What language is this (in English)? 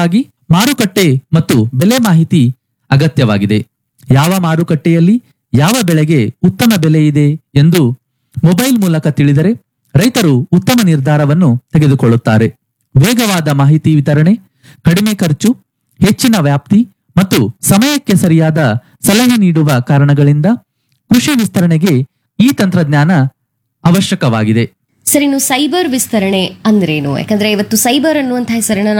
Kannada